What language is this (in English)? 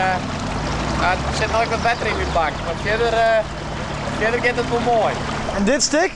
Western Frisian